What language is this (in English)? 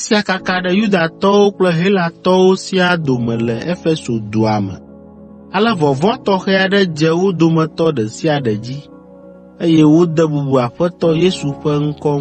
Ewe